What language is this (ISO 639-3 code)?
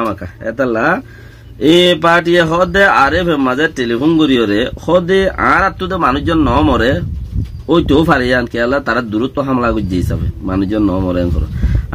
rhg